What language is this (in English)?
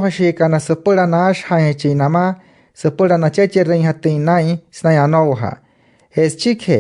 Wayuu